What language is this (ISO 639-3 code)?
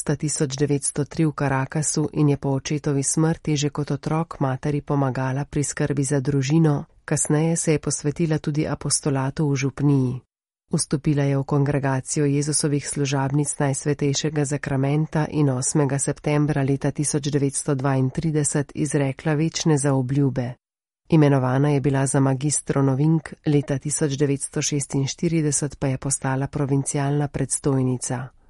slv